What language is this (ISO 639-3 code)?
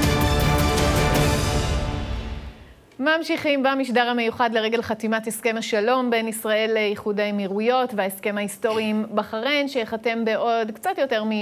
heb